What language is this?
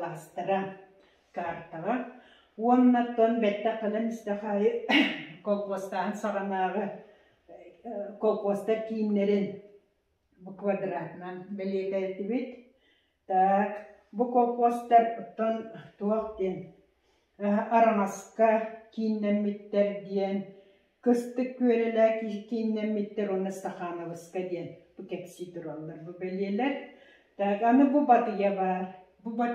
Yakut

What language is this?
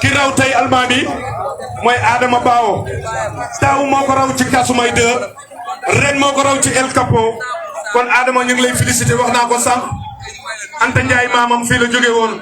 Wolof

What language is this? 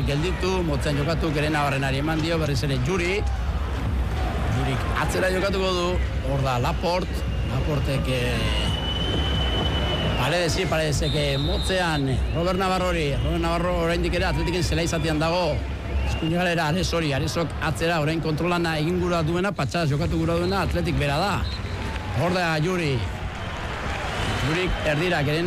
Basque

